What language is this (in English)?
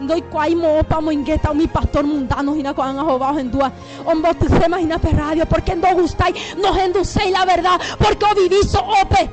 Guarani